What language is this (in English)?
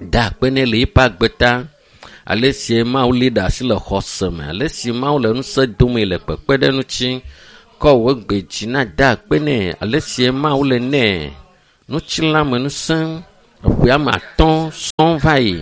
Ewe